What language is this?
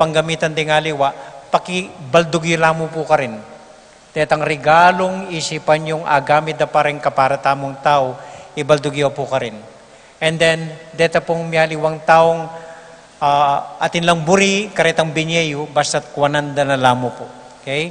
Pampanga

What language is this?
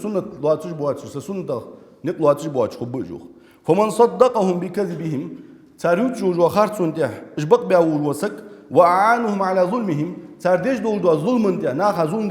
Ingush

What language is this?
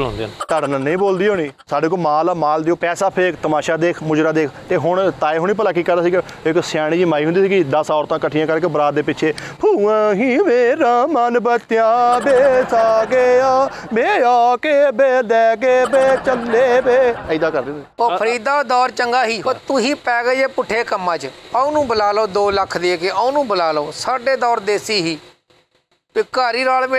Punjabi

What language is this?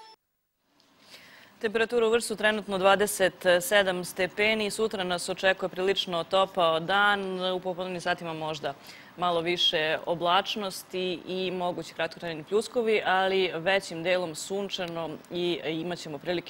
Serbian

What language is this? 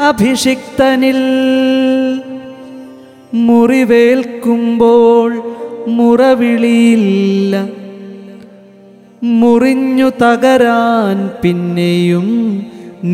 Malayalam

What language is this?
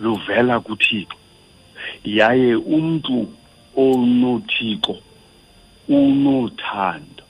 Xhosa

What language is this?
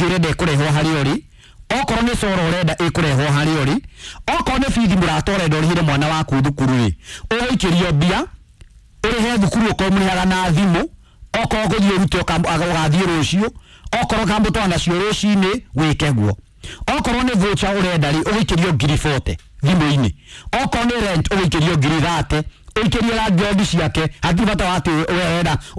Kikuyu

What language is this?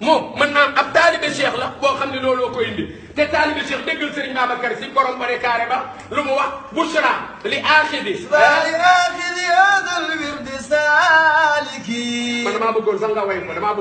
Wolof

